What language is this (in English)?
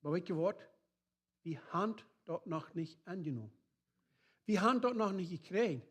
Plautdietsch